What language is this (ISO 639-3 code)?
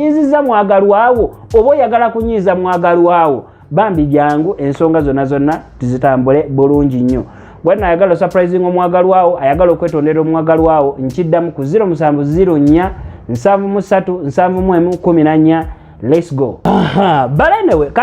lug